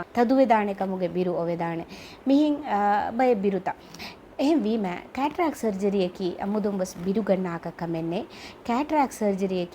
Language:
Divehi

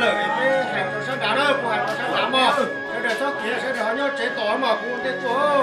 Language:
Hmong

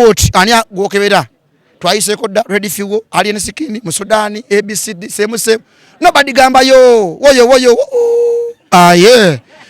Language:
Ganda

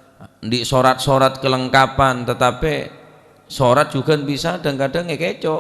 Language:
Madurese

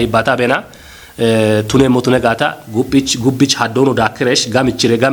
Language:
Kafa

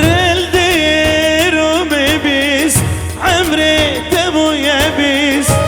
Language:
Kurdish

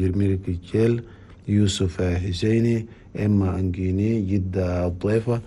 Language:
Chadian Arabic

